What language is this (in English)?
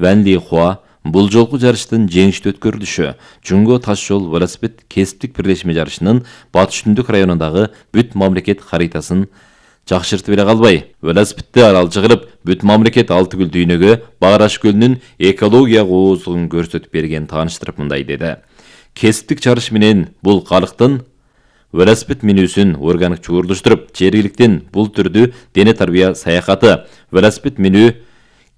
Kyrgyz